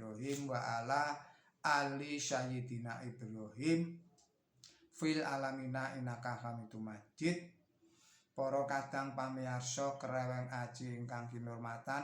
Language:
Javanese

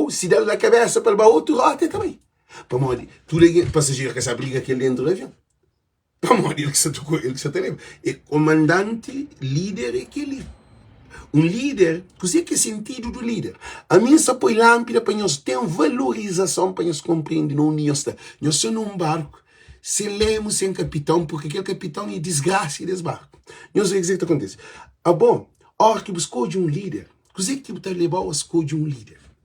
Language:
Kabuverdianu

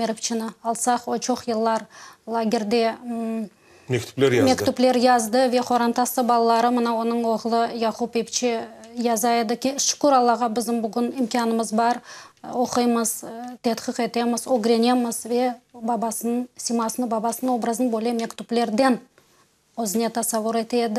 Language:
Crimean Tatar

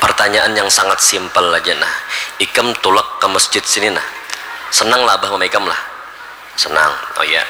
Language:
Banjar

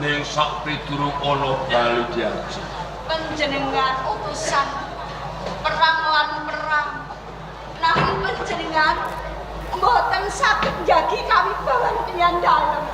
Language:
Javanese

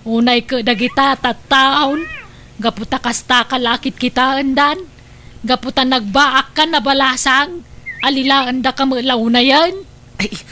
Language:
Iloko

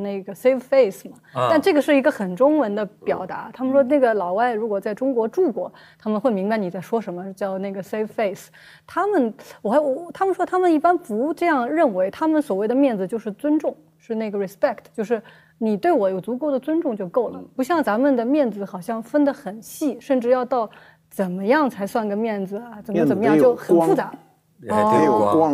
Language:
Chinese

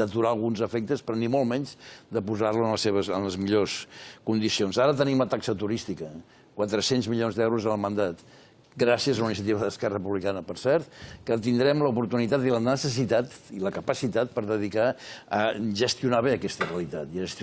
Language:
Catalan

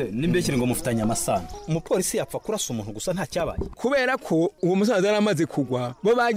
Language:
Kinyarwanda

